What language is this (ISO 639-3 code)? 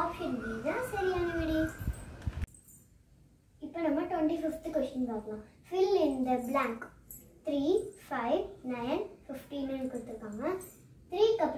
tam